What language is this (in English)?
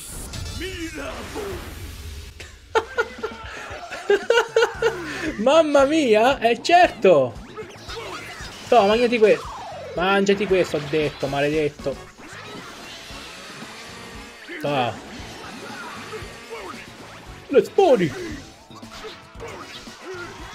Italian